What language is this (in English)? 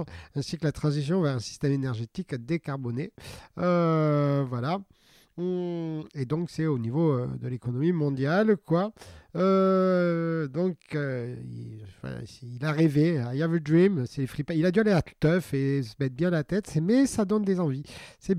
French